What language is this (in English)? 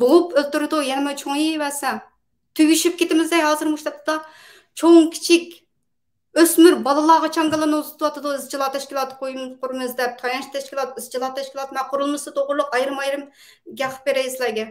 Uyghur